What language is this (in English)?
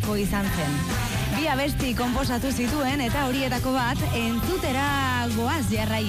Basque